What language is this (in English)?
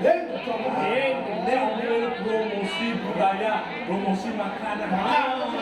Balinese